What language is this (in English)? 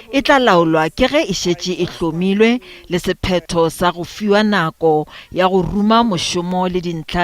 Northern Sotho